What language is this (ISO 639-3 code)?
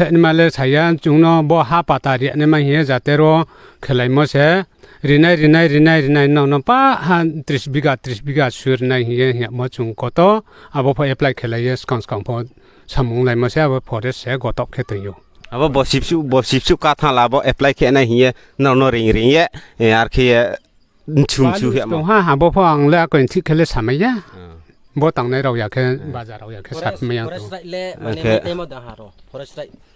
ria